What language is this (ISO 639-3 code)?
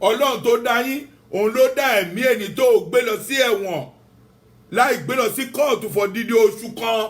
yor